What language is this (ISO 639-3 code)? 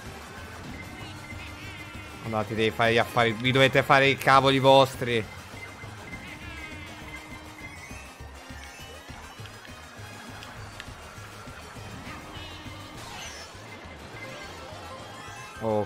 ita